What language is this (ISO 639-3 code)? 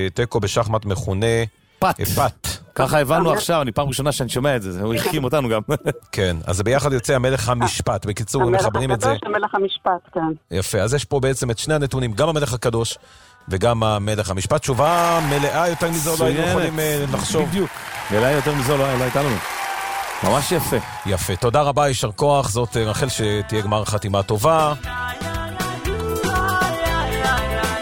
heb